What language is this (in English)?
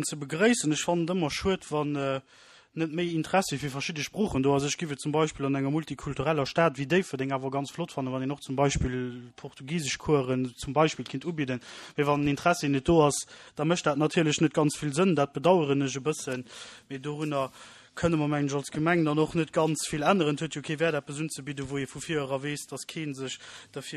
Luxembourgish